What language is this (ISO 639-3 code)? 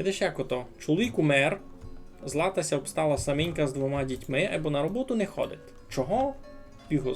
rue